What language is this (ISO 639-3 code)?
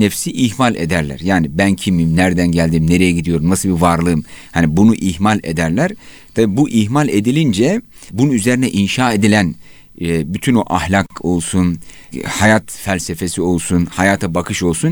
tur